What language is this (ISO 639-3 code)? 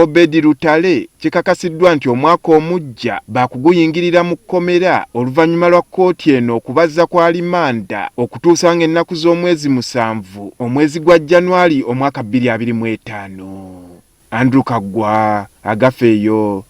lug